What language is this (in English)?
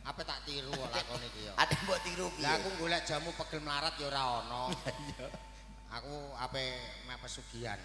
Javanese